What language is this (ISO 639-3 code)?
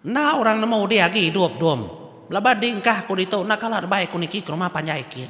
iba